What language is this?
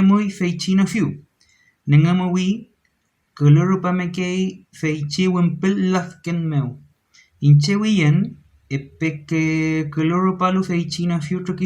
Mapuche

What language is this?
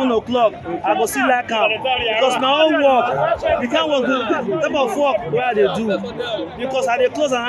Nigerian Pidgin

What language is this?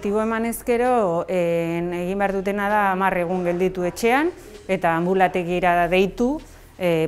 Basque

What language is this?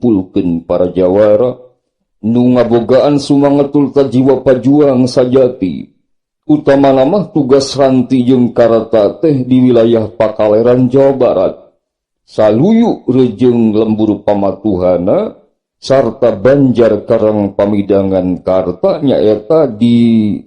Sundanese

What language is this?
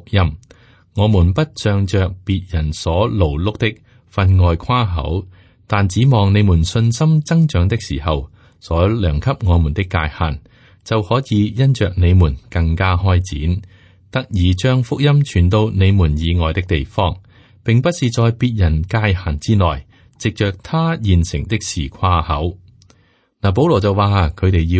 Cantonese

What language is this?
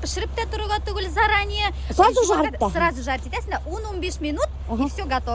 Bashkir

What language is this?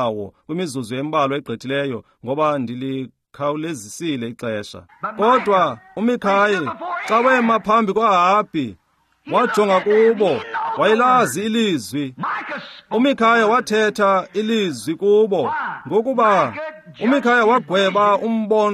Xhosa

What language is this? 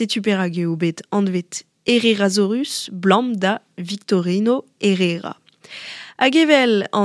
Breton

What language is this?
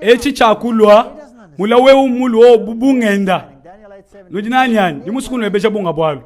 Luba-Lulua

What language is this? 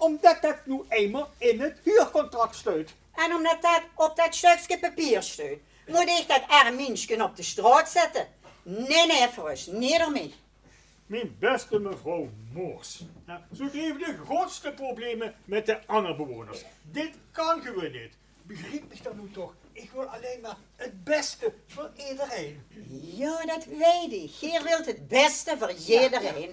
Limburgish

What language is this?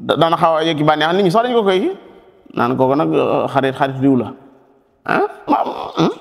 Wolof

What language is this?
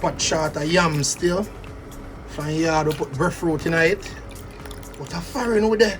Jamaican Creole English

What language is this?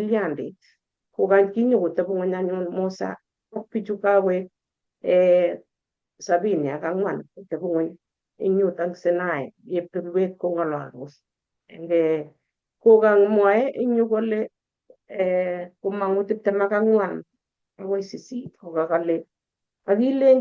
Kalenjin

